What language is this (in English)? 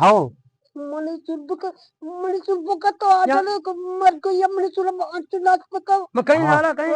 Eastern Balochi